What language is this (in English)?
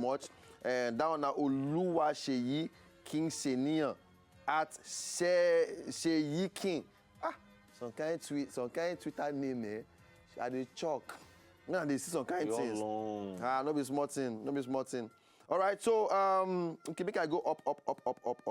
Nigerian Pidgin